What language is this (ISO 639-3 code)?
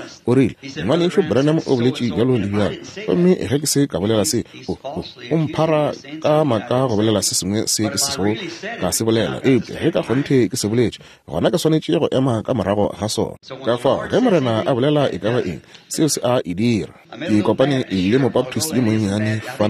nso